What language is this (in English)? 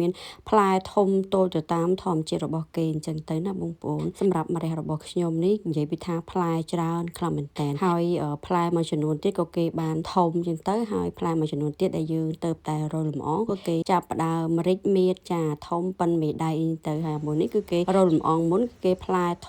Khmer